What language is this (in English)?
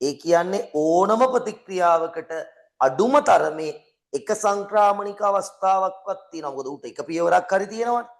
Sinhala